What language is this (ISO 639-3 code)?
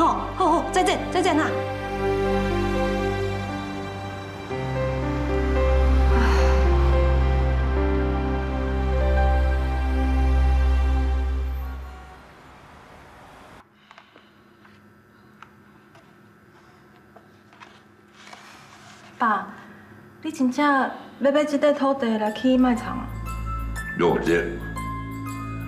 nan